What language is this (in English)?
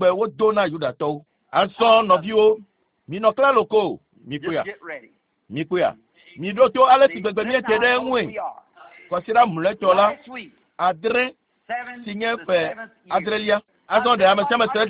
Ewe